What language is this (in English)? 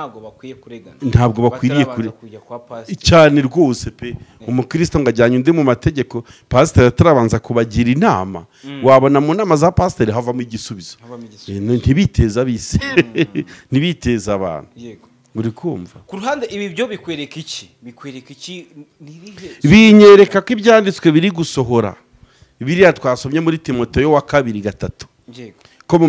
Kinyarwanda